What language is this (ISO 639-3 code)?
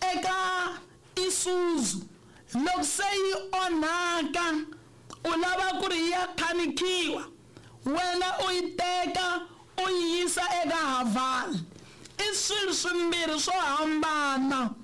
tso